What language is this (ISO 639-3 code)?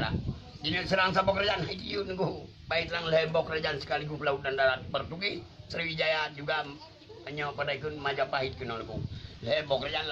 ace